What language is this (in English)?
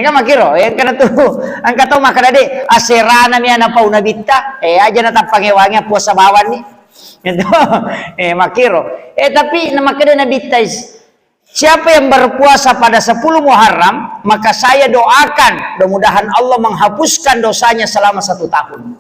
Buginese